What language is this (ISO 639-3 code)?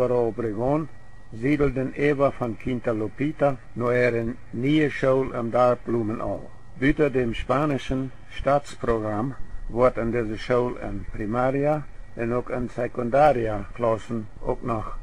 pdt